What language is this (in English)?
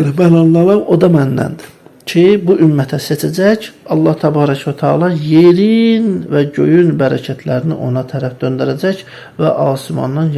Azerbaijani